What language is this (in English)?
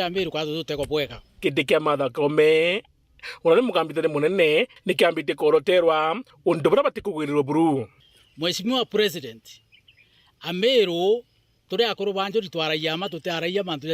Meru